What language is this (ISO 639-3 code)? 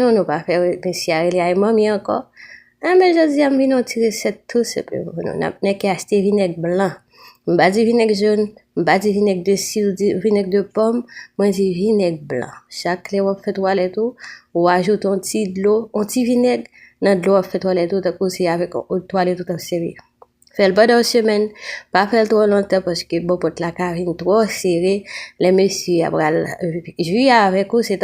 hat